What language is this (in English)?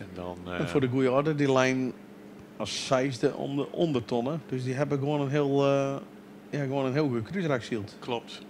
Western Frisian